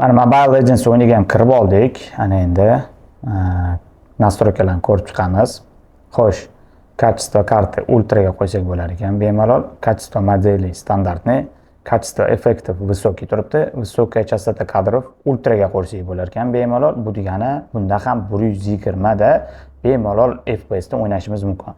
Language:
Uzbek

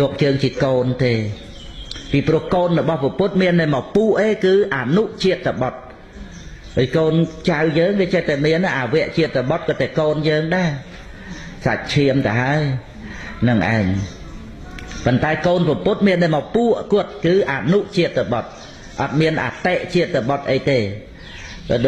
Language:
Khmer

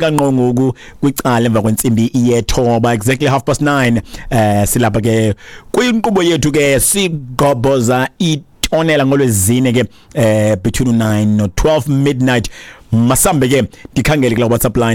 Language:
Xhosa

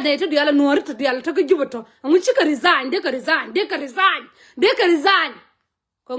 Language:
Nuer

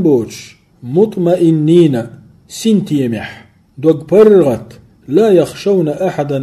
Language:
Chechen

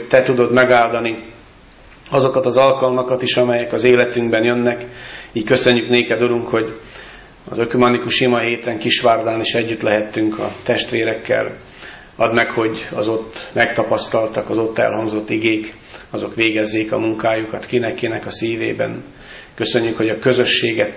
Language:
Hungarian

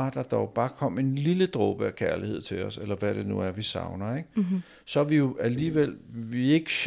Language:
Danish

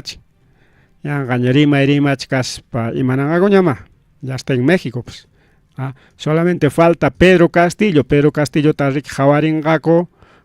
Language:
Ayacucho Quechua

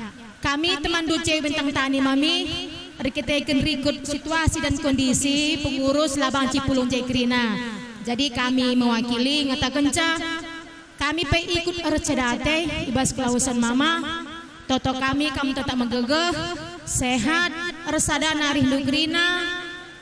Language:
Batak Karo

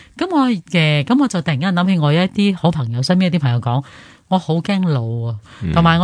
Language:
Cantonese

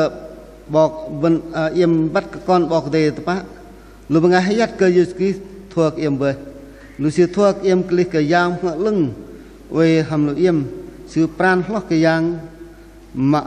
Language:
Bahnar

